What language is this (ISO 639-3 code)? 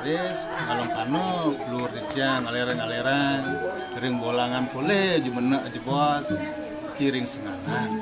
ban